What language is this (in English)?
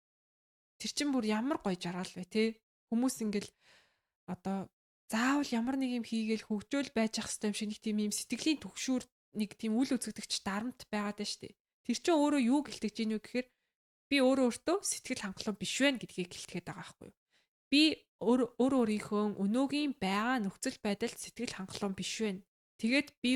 Mongolian